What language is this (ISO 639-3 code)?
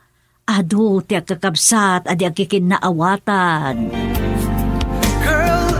ilo